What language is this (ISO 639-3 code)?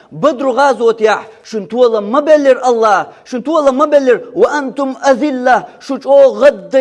che